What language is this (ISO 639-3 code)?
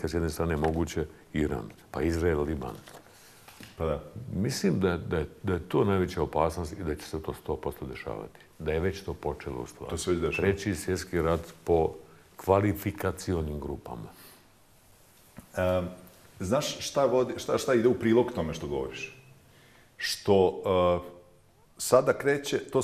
bos